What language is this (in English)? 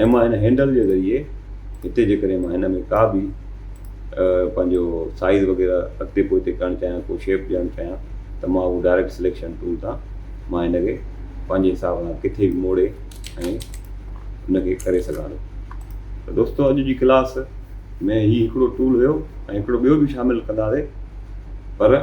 Sindhi